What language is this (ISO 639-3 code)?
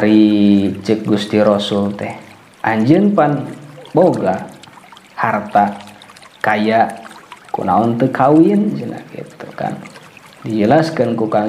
sun